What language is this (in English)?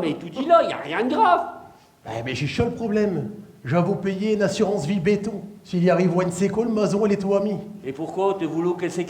Picard